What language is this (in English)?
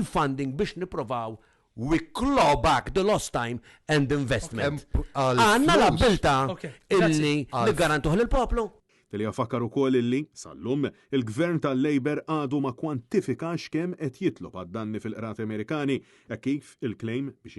Maltese